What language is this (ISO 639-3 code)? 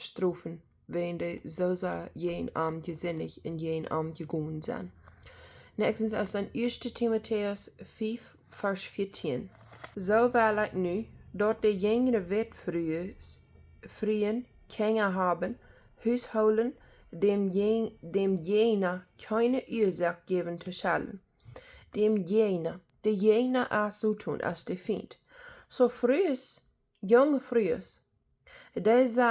pdt